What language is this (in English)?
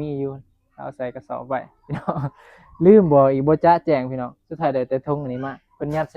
Northeastern Thai